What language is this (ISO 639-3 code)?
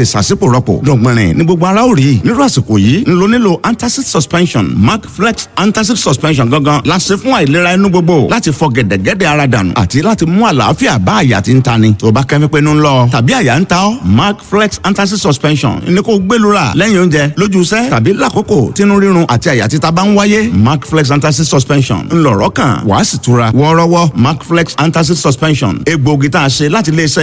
yor